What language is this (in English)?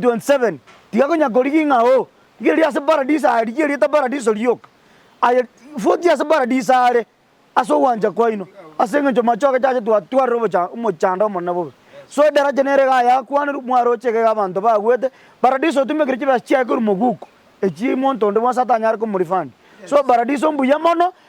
Gusii